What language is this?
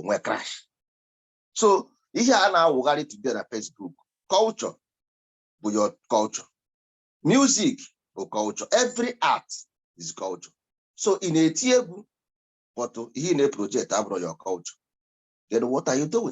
Igbo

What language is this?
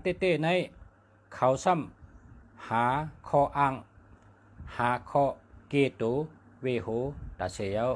Shan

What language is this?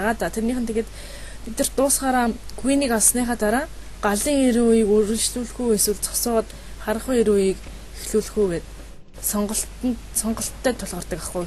Mongolian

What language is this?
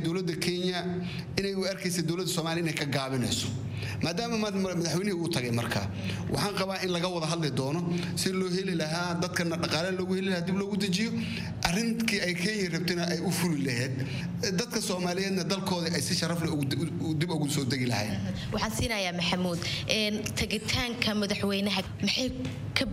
Somali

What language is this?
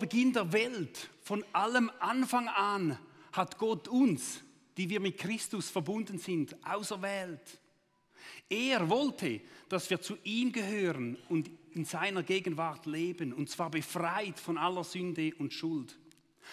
Swiss German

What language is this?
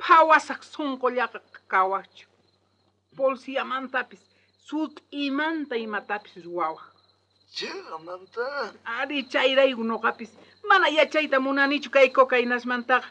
South Bolivian Quechua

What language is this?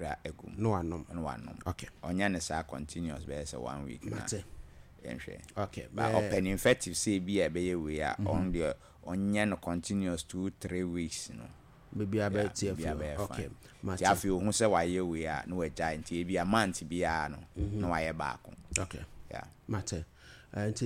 Akan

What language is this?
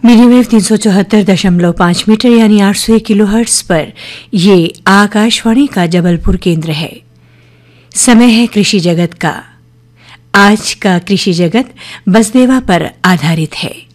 Hindi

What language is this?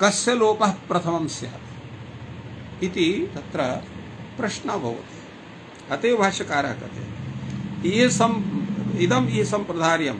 Sanskrit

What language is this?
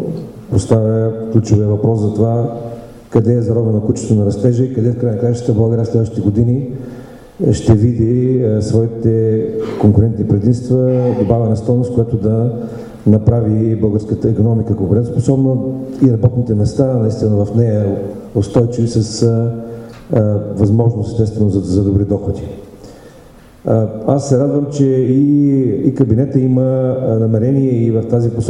Bulgarian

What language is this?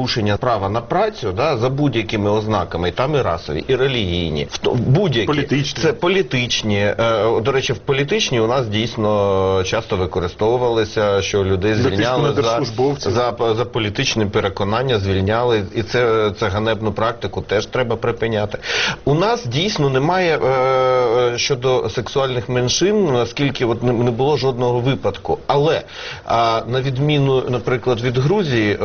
Ukrainian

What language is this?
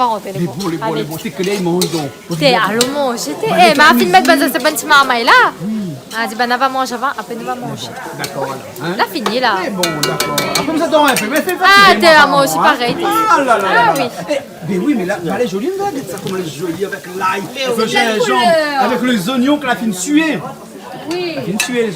Réunion Creole French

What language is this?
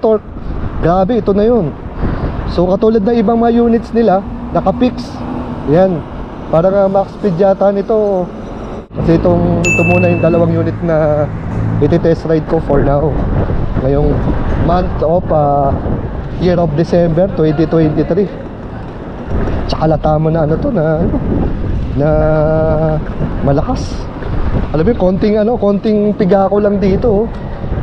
Filipino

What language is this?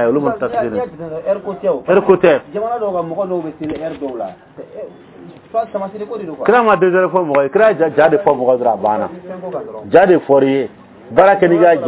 Bambara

